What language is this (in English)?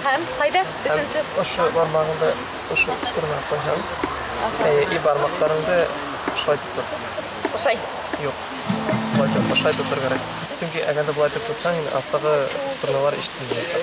Bashkir